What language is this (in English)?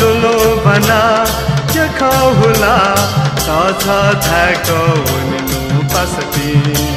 Newari